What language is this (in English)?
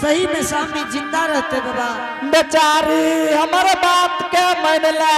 Angika